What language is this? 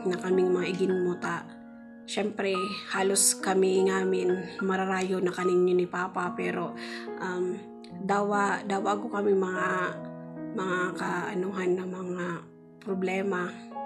Bikol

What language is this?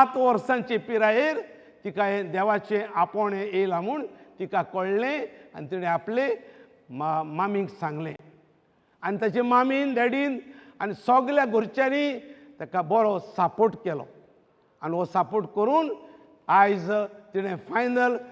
Konkani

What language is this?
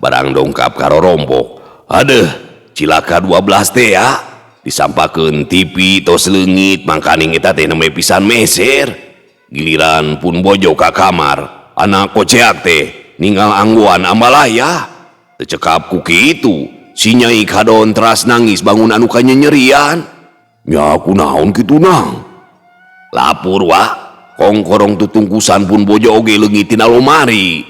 Sundanese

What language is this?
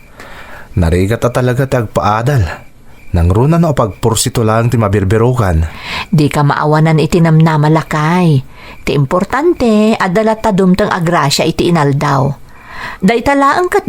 Iloko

